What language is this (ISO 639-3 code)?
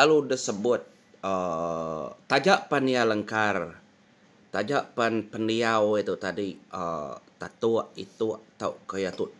iba